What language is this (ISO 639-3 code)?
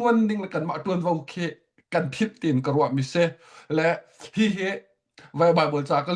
cnh